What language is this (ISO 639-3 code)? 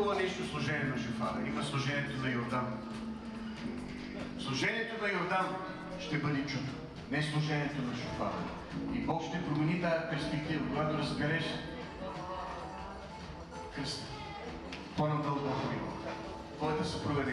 bul